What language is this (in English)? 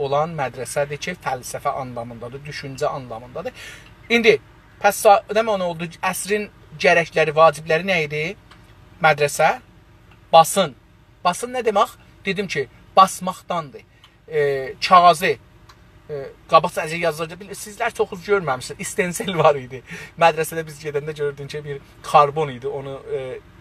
South Azerbaijani